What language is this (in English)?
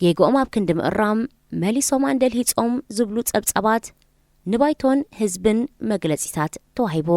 Tigrinya